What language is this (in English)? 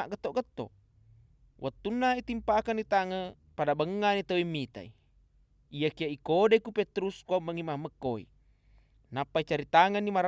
Buginese